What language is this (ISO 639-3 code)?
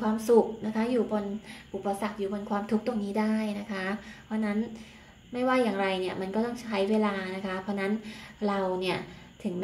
tha